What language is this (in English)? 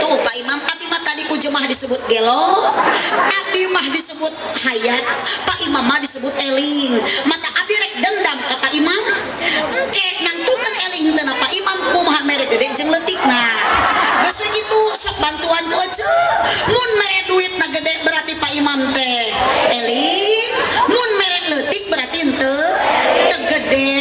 Sundanese